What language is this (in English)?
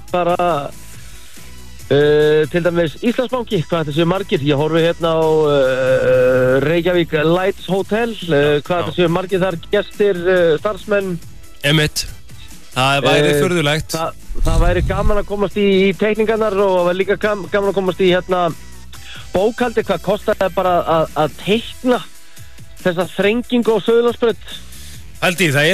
Icelandic